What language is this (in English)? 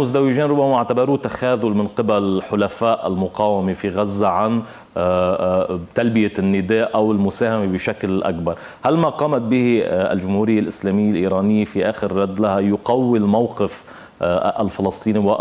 Arabic